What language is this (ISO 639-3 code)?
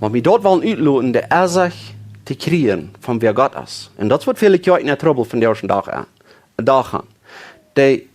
pdt